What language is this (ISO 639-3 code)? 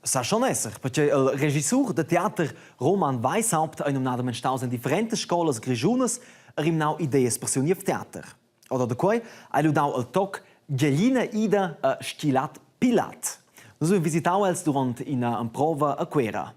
roh